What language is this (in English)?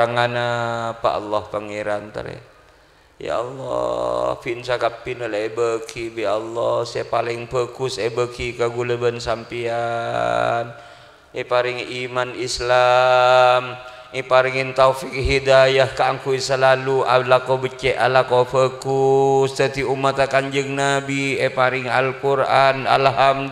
Madurese